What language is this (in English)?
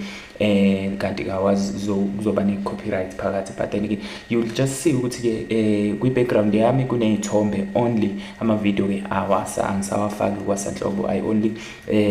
Zulu